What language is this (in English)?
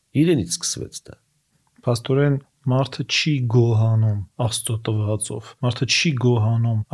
Armenian